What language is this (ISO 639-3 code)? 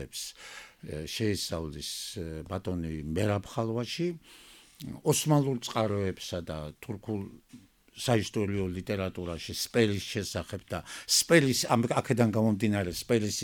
kat